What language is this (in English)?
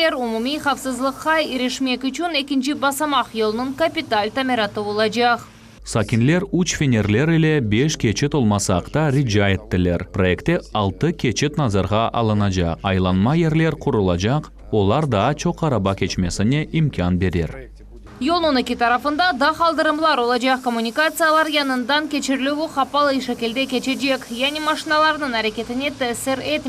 Crimean Tatar